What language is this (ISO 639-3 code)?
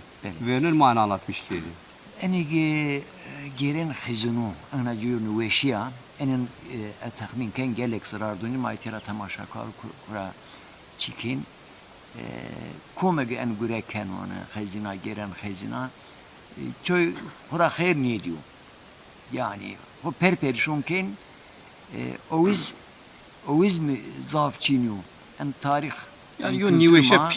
zza